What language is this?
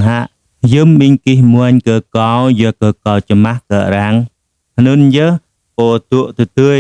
Jarai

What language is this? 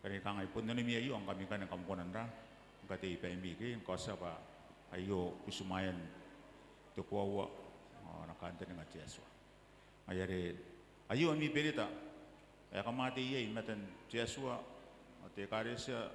Gilbertese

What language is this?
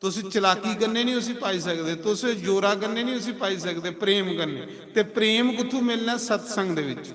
Dogri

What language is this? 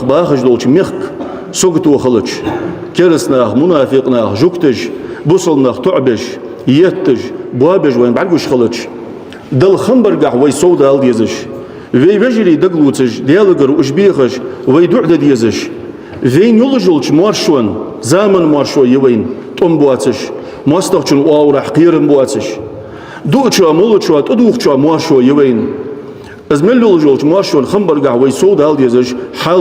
Ingush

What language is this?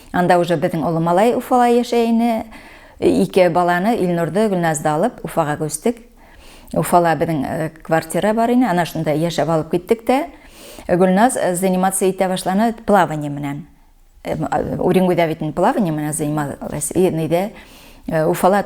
Bashkir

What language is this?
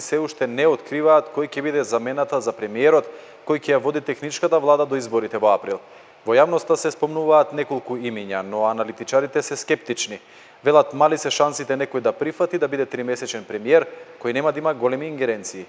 Macedonian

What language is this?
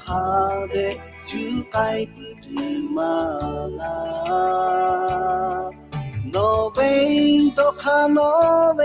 Lahu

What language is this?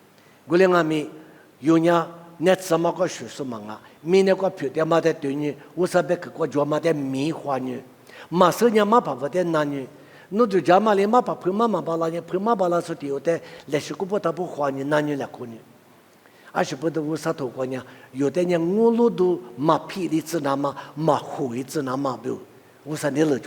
Lisu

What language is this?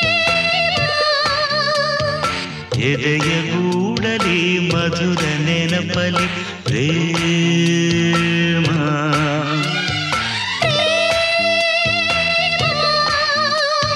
Kannada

